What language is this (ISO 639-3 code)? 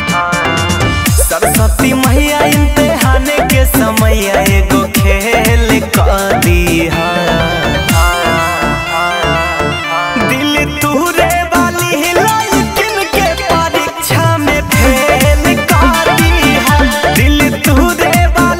bho